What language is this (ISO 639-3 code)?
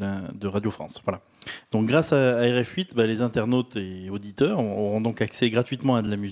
fra